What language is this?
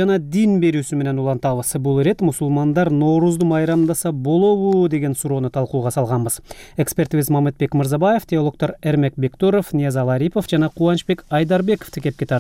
Kyrgyz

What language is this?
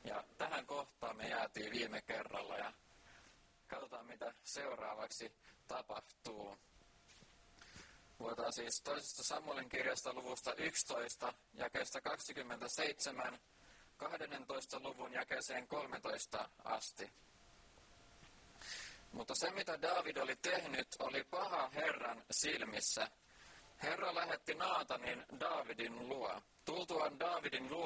Finnish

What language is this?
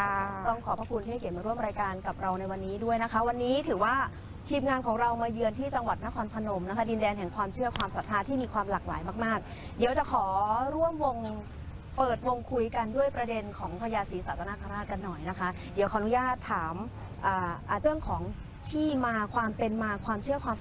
Thai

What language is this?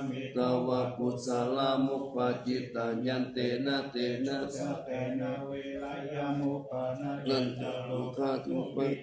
Pali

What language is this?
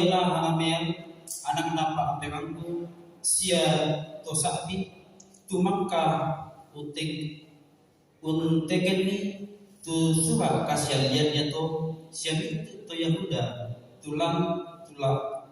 Toraja-Sa'dan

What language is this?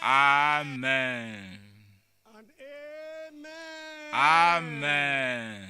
Ewe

